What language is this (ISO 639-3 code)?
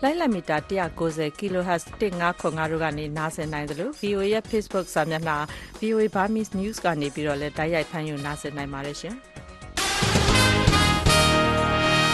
mya